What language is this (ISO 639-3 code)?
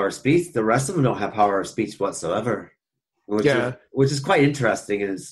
eng